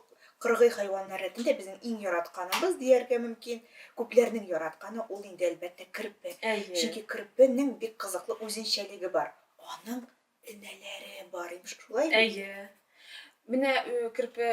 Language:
Tatar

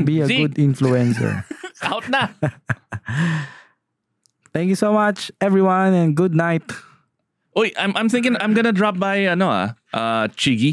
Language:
Filipino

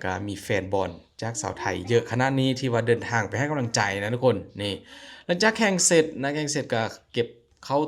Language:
Lao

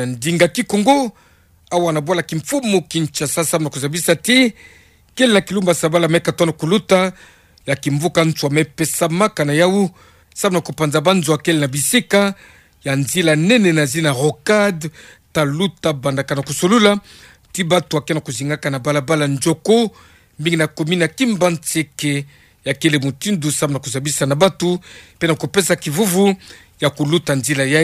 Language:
Kituba (Democratic Republic of Congo)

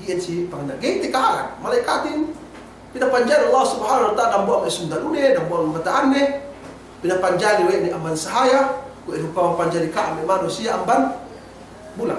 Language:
Yakan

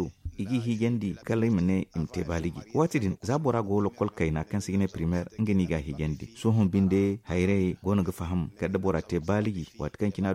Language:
Zarma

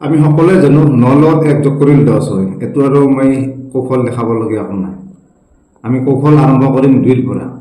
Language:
Assamese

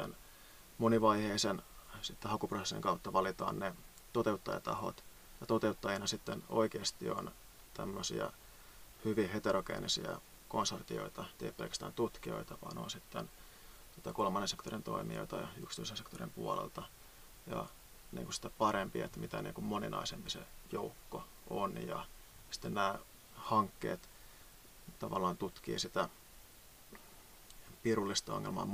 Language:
Finnish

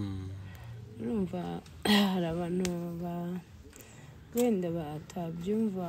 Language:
Kinyarwanda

